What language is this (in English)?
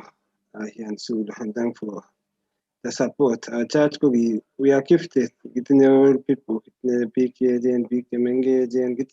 Kalenjin